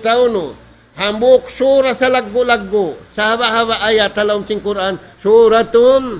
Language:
Tausug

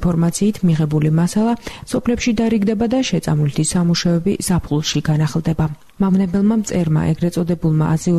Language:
Georgian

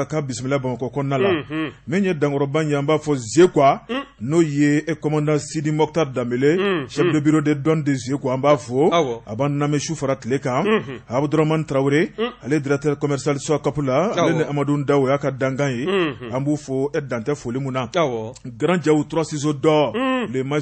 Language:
Bambara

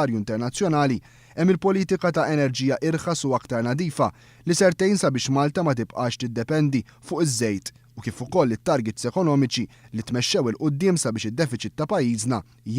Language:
Maltese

